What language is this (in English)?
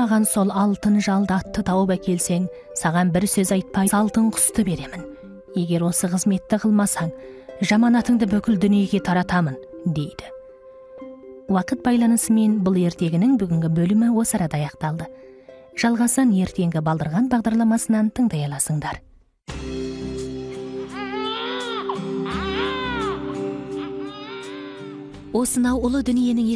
Kazakh